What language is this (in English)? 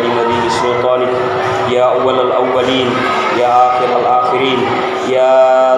Buginese